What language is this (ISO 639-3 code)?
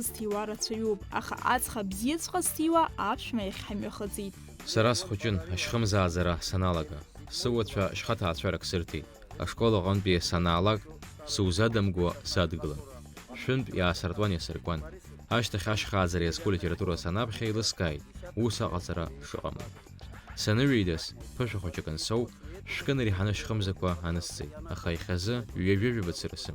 abk